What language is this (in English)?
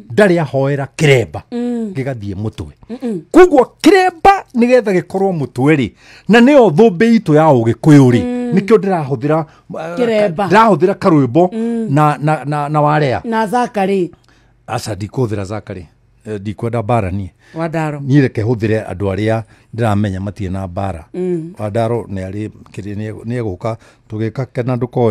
Kikuyu